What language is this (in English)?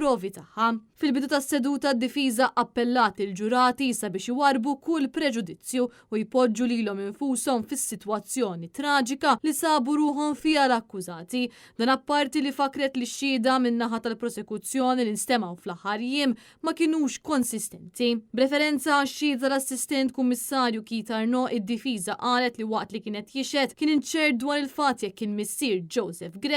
Maltese